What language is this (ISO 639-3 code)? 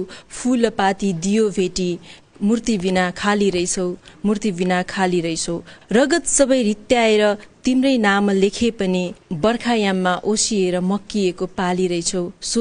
nep